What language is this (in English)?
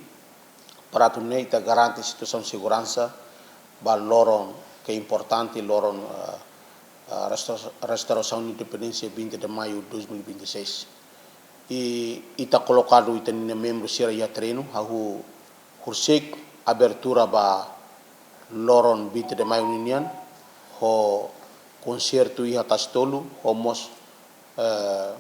Tetum